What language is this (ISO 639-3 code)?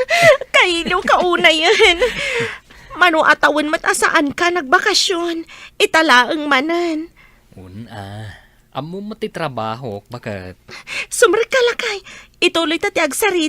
ilo